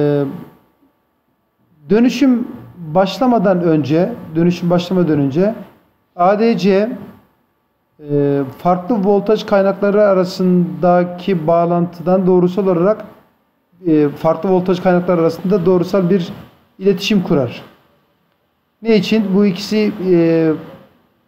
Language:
Turkish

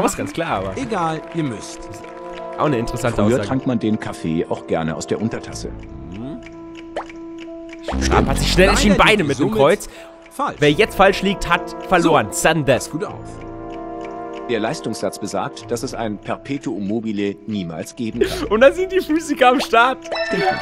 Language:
German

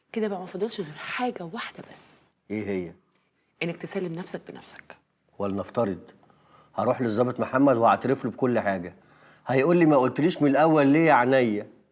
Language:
Egyptian Arabic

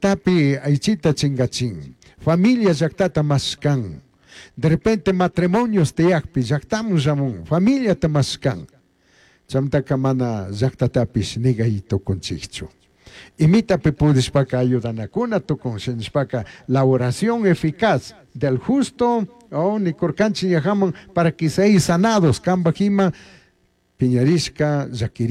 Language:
Chimborazo Highland Quichua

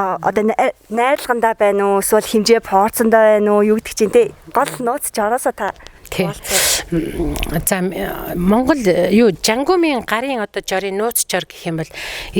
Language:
Mongolian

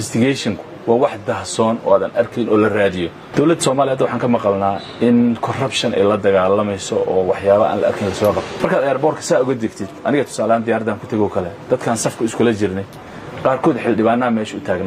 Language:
Somali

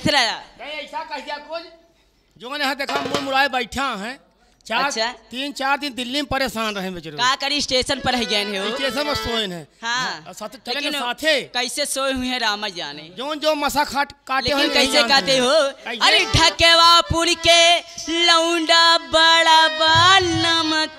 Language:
Bhojpuri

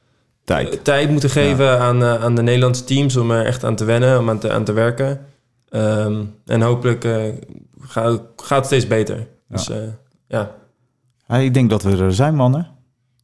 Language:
Dutch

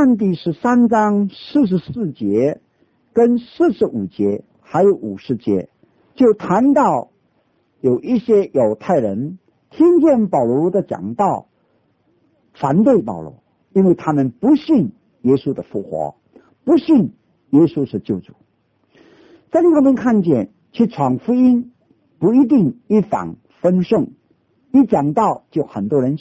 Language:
Chinese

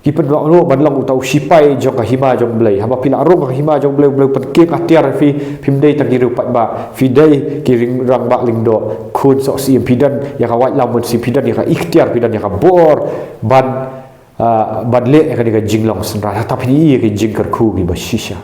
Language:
Khasi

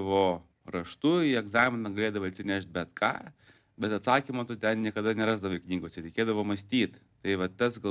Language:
Lithuanian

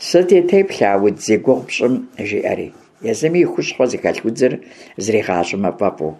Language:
Kabardian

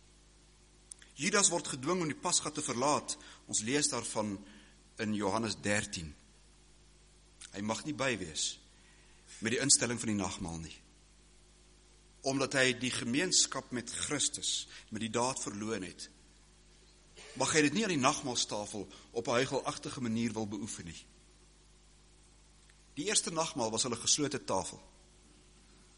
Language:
Afrikaans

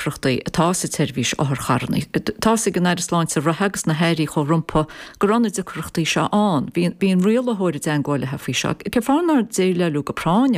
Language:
Irish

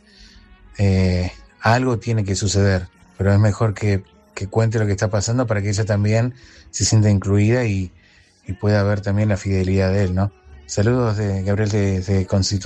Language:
Spanish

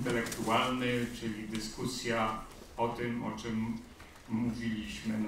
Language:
Polish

